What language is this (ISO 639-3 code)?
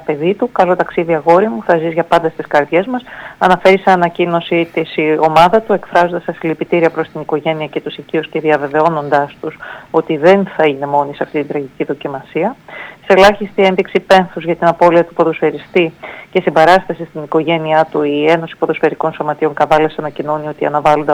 ell